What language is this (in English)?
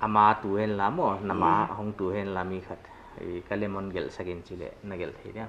Paite Chin